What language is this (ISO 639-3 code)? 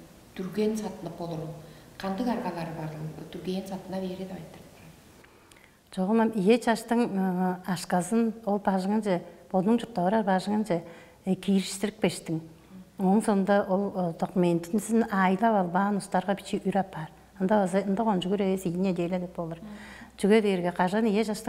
tyv